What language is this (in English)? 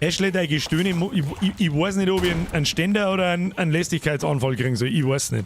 Bavarian